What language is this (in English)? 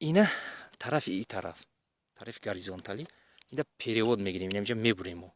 Tajik